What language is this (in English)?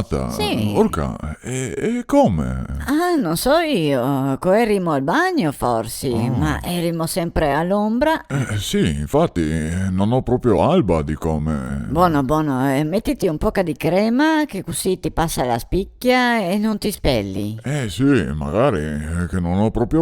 Venetian